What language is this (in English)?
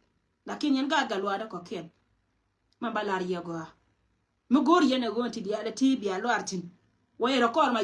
Nuer